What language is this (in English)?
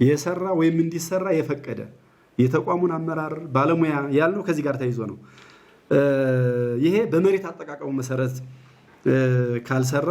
Amharic